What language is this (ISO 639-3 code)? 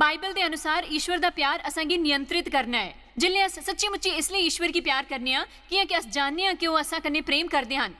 doi